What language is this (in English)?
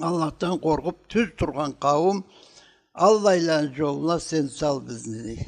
Karachay-Balkar